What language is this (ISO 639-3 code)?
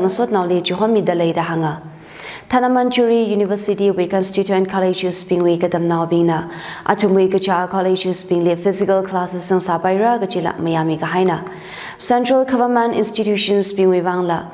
nmf